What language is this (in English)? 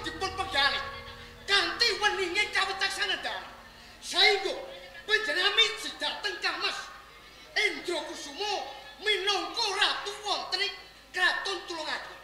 Javanese